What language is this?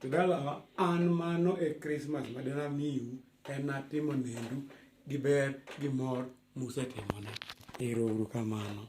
Luo (Kenya and Tanzania)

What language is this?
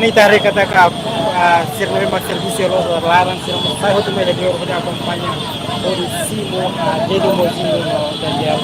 Tetum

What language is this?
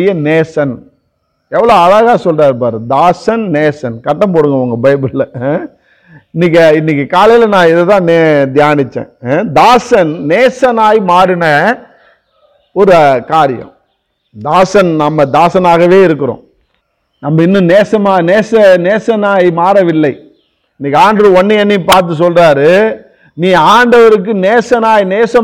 Tamil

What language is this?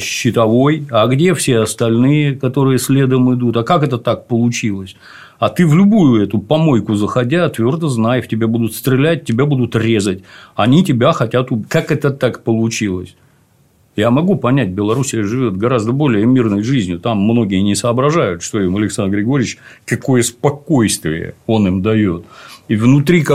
Russian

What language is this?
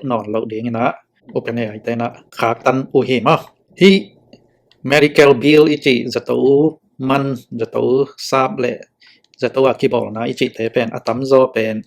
Tedim Chin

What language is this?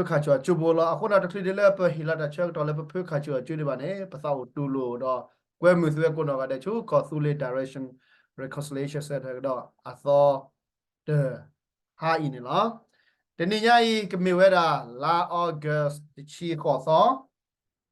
S'gaw Karen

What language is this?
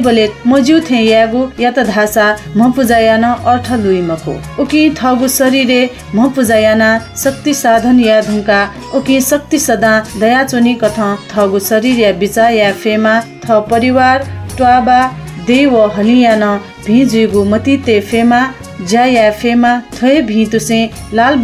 Newari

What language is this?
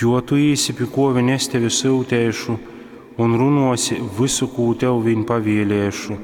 Latgalian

